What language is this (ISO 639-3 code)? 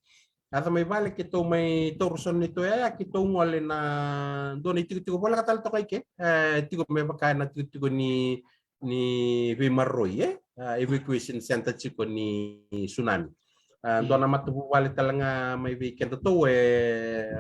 fij